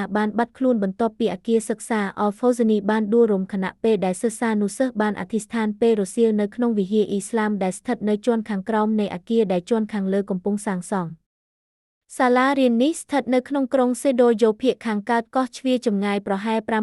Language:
Khmer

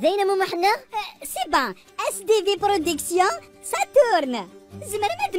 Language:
Kabyle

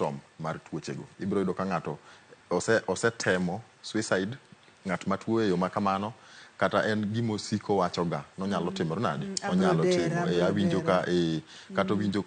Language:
Luo (Kenya and Tanzania)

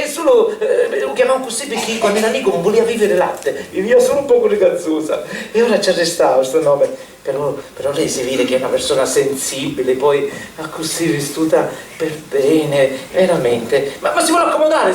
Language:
Sicilian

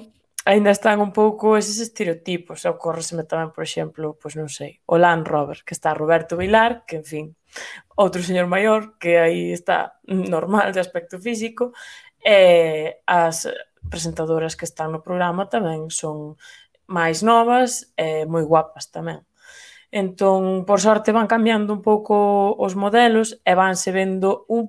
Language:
Galician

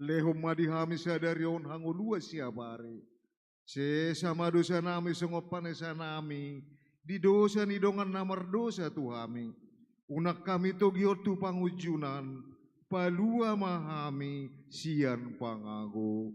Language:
Batak Toba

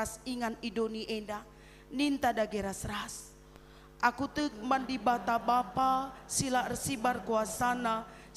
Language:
Batak Karo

